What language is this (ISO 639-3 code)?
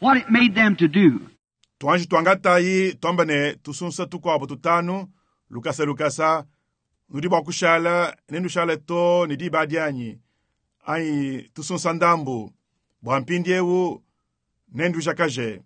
lua